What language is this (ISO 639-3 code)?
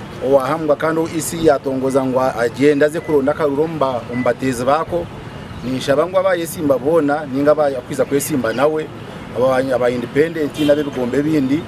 nyn